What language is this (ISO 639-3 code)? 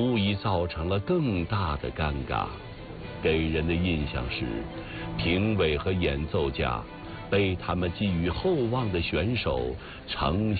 zho